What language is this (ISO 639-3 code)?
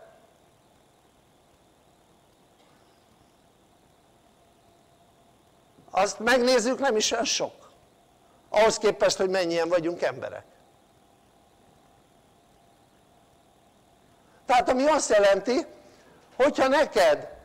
hun